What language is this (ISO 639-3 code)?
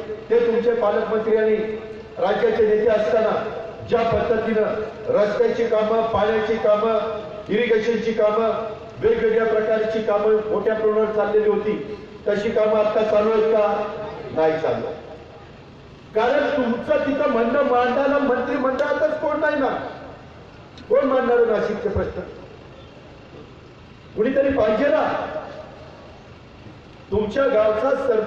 mar